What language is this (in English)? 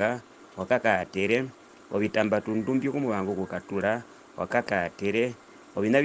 Herero